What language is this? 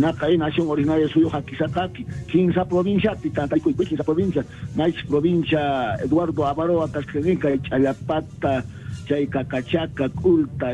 South Bolivian Quechua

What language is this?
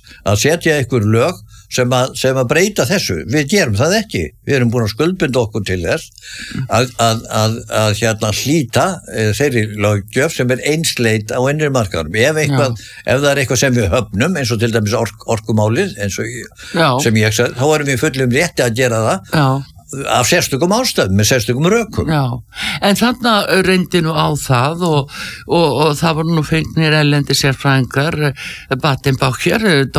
Icelandic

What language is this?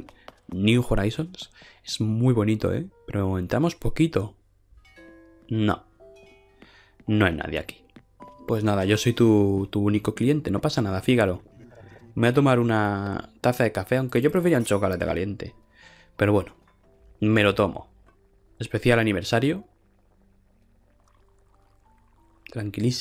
Spanish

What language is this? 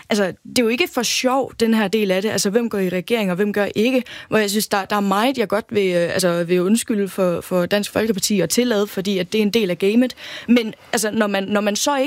Danish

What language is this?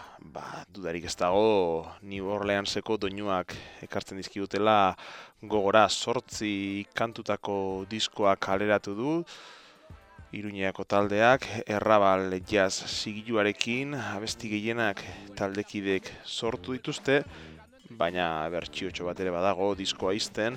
Basque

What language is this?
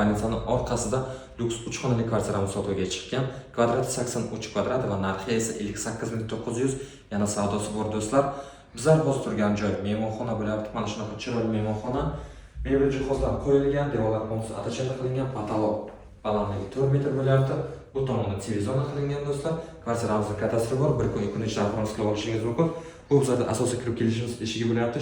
Uzbek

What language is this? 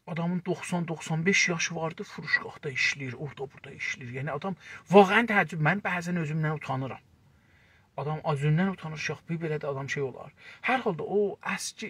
South Azerbaijani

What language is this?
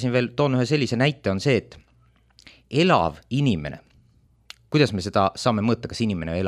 Estonian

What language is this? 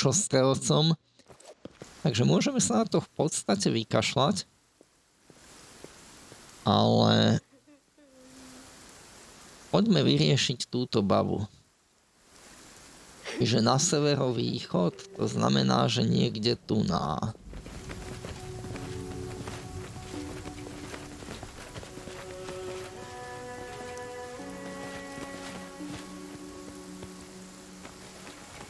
Slovak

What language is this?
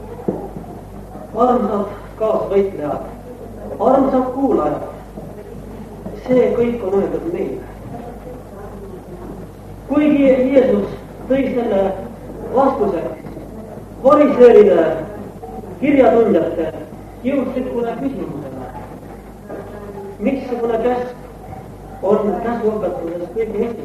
Estonian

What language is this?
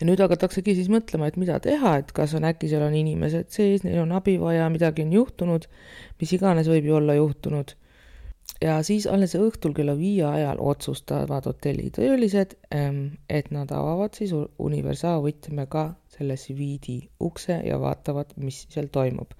Estonian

